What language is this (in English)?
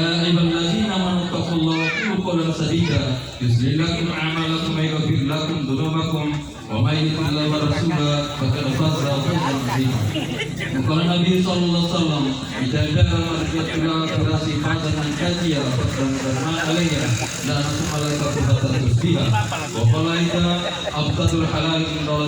Gorontalo